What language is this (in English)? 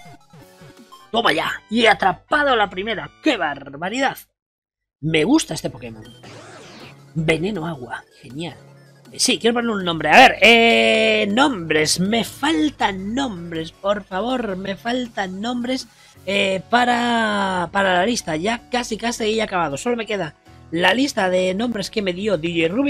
Spanish